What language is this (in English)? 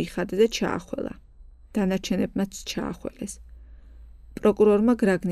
Georgian